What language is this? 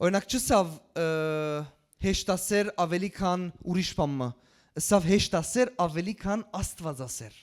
Western Armenian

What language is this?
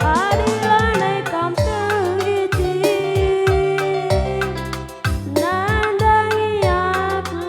Batak Karo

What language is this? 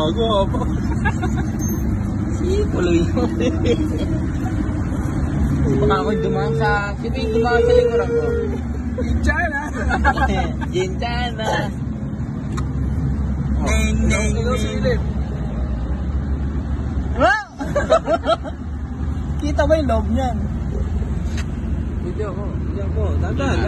Filipino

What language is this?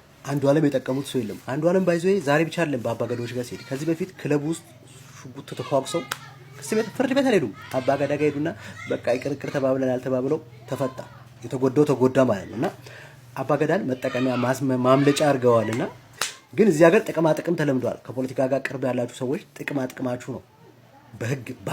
Amharic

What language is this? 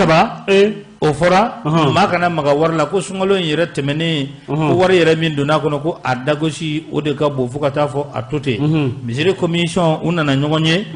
Bambara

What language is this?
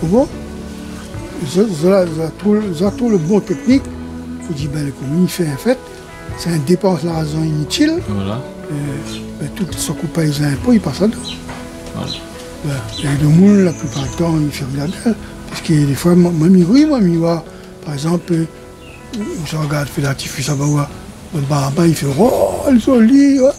Réunion Creole French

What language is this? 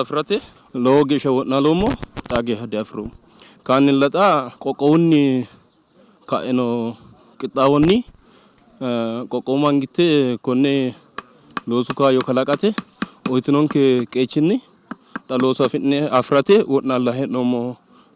Sidamo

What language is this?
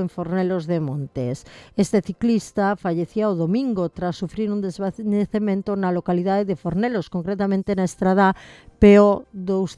Galician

